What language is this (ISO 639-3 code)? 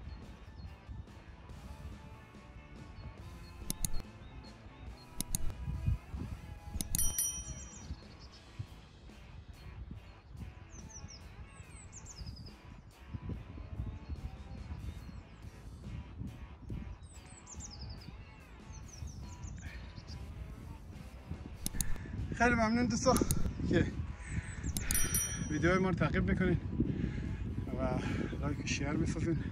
fas